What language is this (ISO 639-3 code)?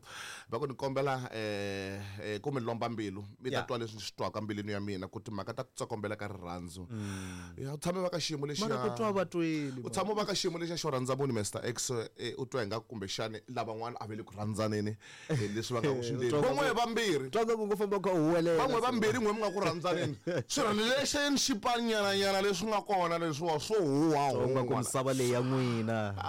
tso